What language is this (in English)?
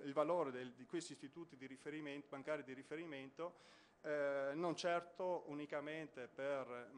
Italian